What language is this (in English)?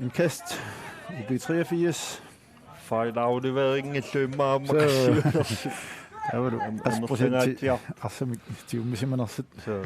Kalaallisut